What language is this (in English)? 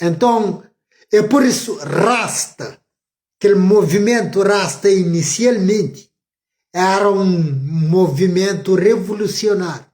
Kabuverdianu